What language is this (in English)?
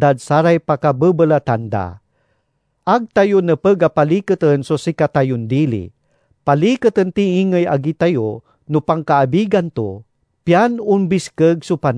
Pangasinan